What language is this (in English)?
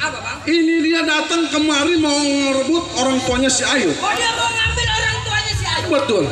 Betawi